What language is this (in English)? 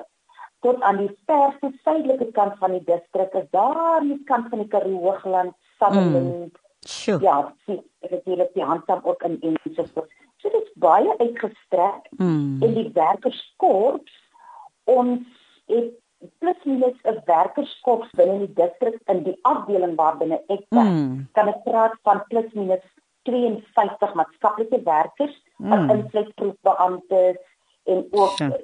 Afrikaans